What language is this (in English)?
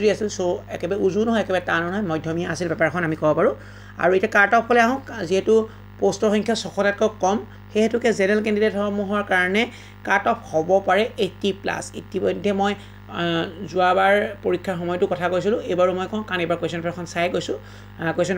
Assamese